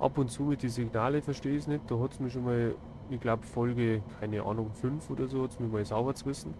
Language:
Bavarian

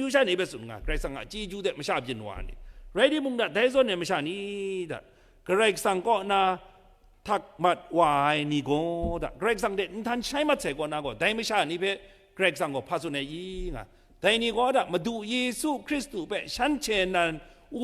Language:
Kachin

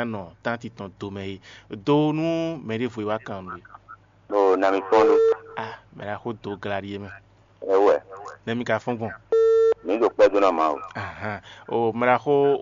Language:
Fon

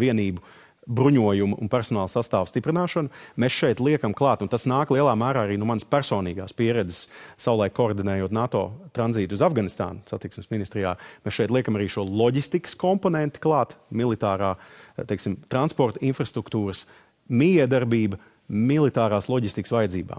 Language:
Latvian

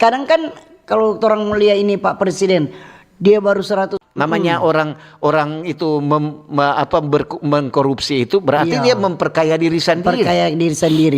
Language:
Manado Malay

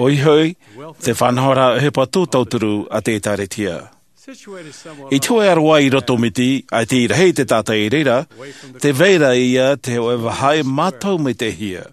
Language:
Tahitian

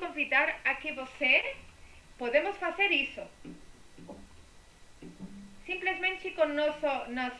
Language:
Portuguese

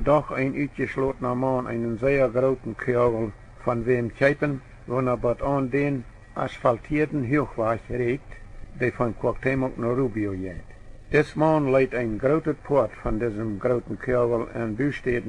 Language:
Plautdietsch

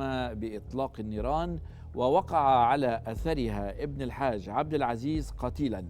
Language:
Egyptian Arabic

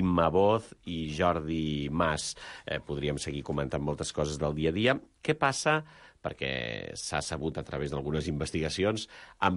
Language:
Catalan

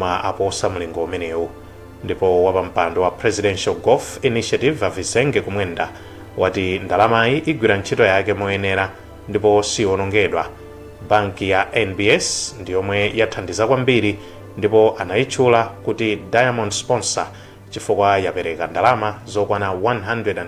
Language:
Nyanja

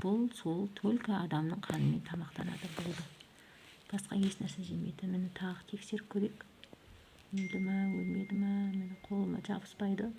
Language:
Kazakh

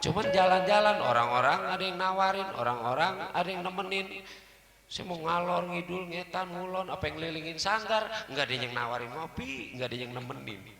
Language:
Betawi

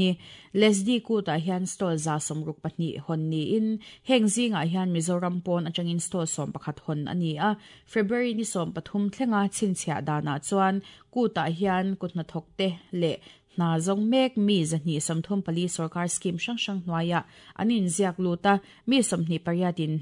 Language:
Mizo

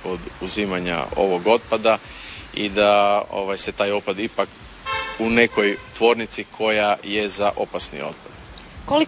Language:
Croatian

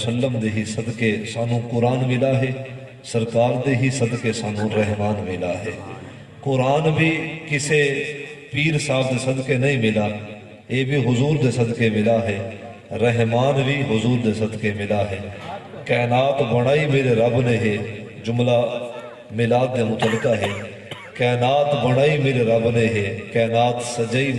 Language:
Saraiki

